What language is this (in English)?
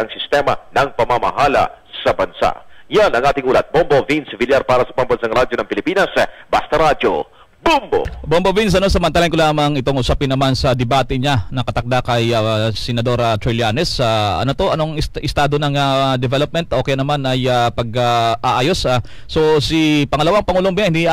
Filipino